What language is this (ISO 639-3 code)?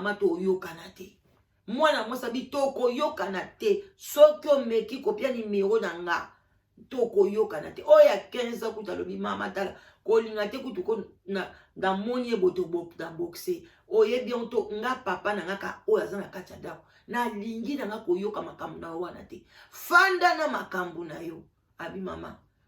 lin